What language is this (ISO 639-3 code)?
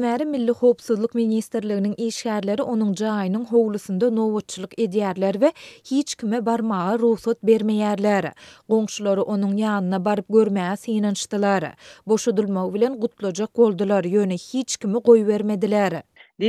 tuk